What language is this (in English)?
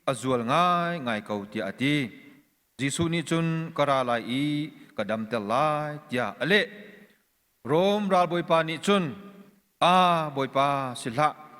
Hakha Chin